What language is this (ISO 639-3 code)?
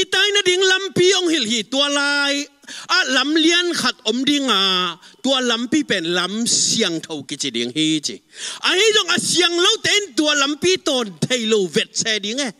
ctd